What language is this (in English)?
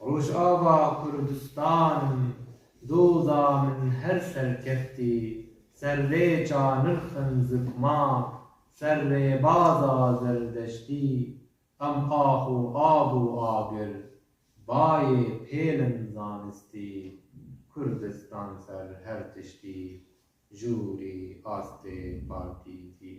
Kurdish